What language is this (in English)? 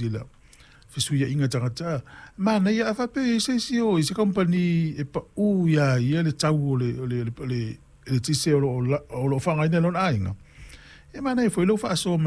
Samoan